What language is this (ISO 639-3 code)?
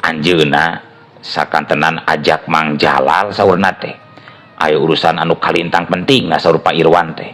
sun